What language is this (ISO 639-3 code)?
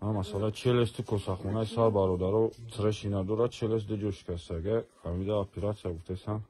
tgk